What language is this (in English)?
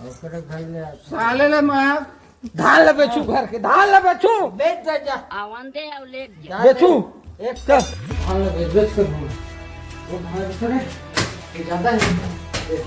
Chhattisgarhi